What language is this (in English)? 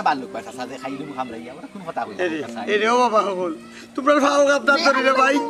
Sylheti